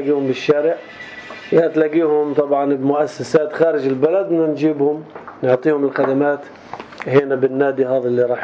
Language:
North Levantine Arabic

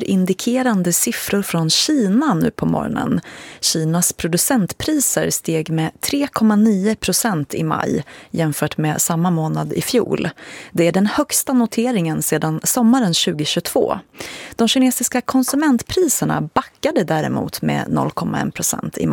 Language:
Swedish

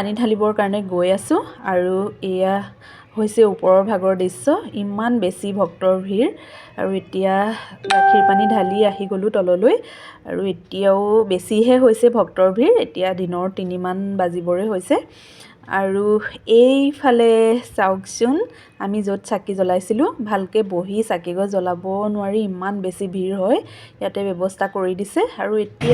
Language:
Assamese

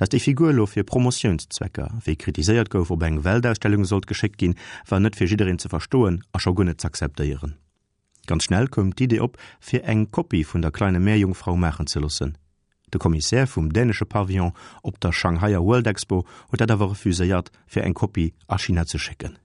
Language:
Luxembourgish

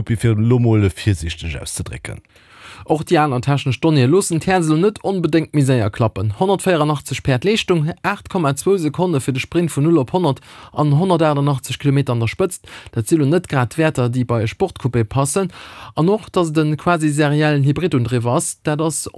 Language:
Luxembourgish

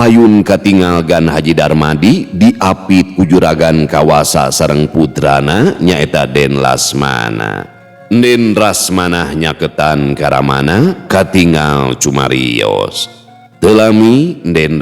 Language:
Sundanese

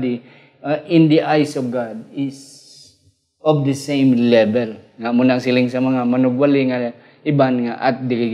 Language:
Hiligaynon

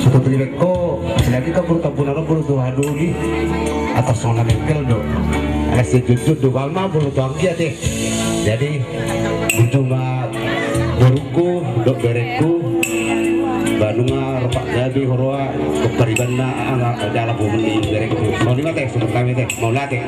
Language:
Batak Toba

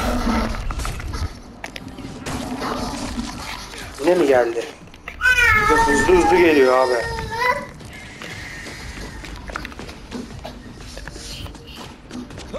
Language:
Turkish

